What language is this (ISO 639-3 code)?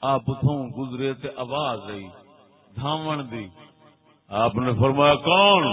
skr